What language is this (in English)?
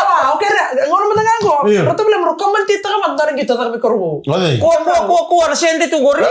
Fijian